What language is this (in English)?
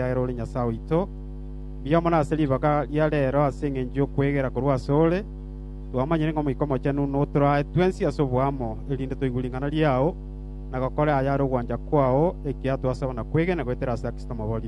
Gusii